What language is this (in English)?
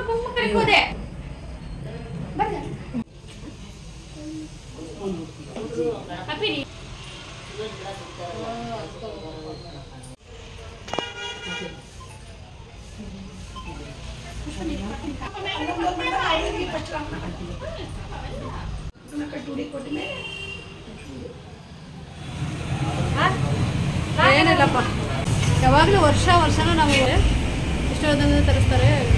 Kannada